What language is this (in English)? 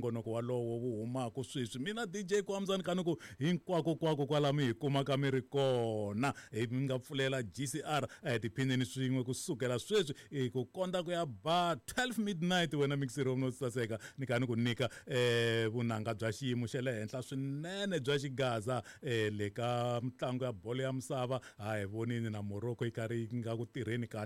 Tsonga